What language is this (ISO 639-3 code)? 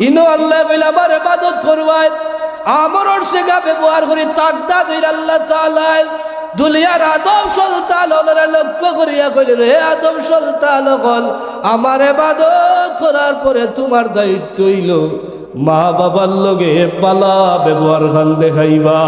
syl